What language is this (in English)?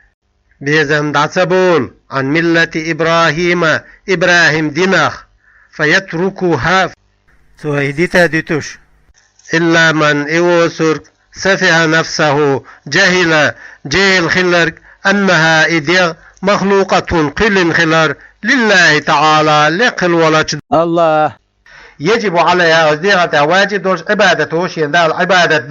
Chechen